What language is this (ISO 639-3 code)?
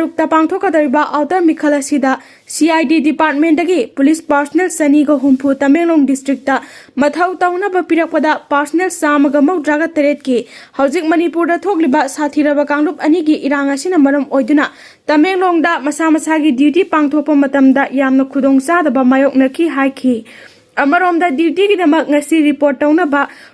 mni